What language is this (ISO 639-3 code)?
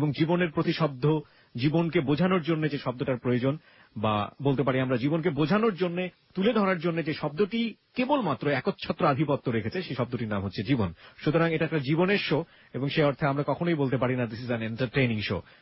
ben